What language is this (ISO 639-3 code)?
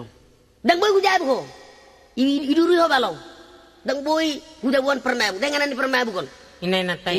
bbc